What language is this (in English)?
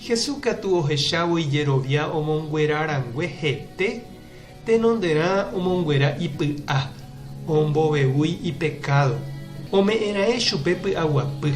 Guarani